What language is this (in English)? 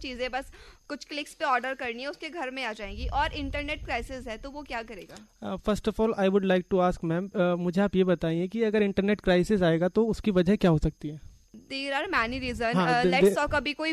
Hindi